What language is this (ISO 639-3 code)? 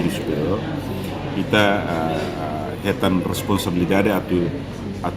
tet